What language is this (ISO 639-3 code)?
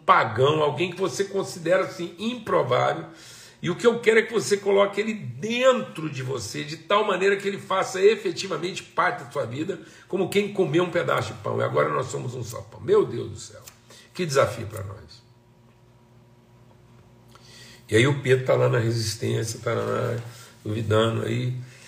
por